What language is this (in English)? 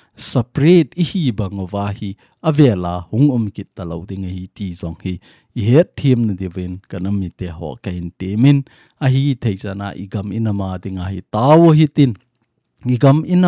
Thado Chin